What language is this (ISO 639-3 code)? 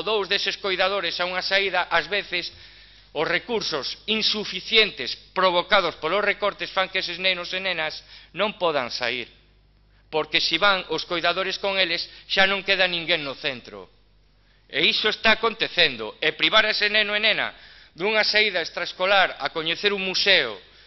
glg